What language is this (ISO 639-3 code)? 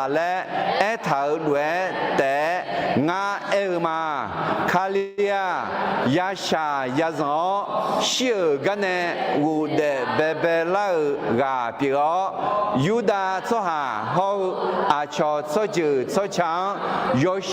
ahk